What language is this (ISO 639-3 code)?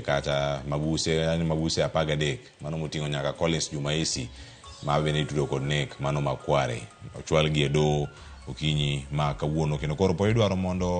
luo